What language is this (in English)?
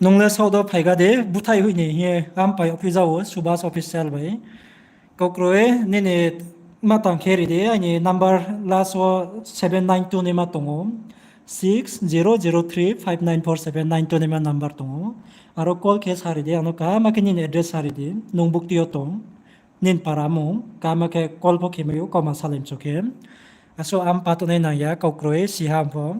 Riang (India)